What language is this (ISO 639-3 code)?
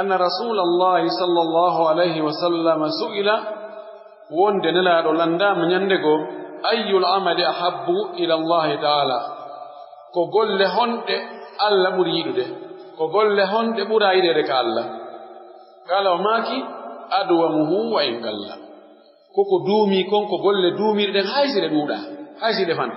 fuf